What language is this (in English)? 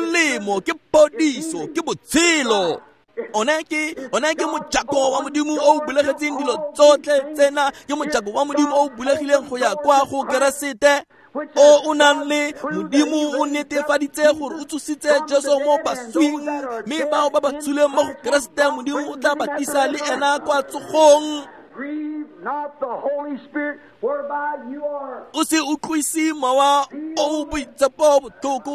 Tswana